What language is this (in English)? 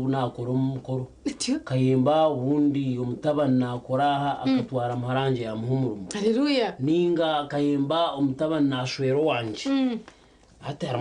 Nyankole